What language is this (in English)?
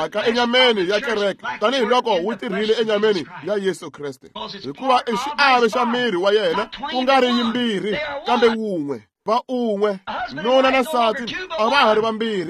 Tsonga